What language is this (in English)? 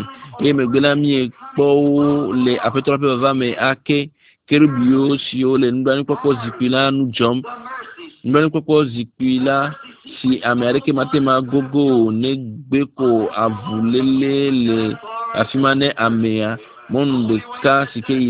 Ewe